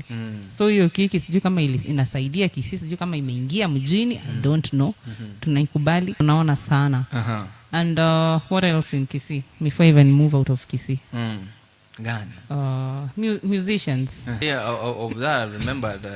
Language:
Gusii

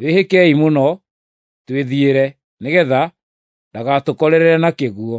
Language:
Kikuyu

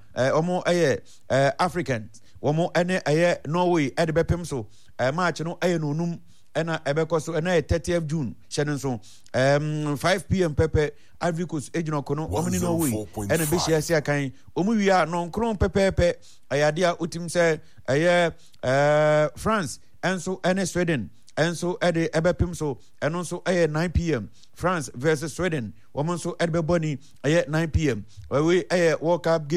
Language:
Akan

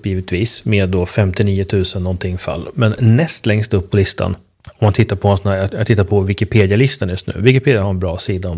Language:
Swedish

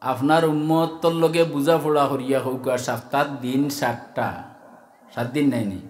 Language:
Sylheti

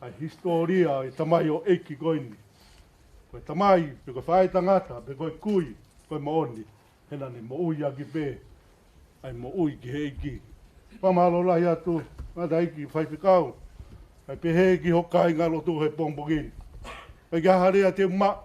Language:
Tongan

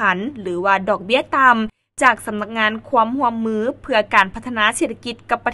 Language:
Lao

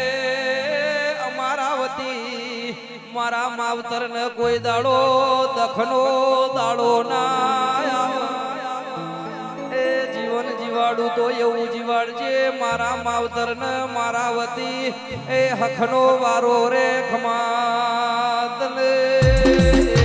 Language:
Gujarati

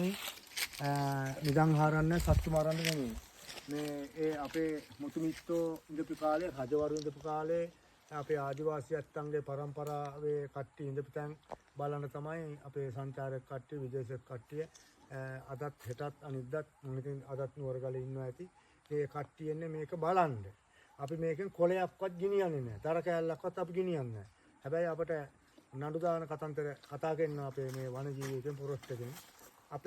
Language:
Sinhala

